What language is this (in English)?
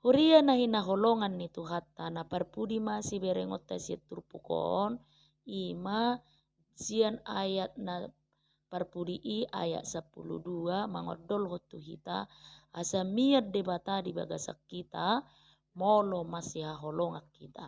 Batak Toba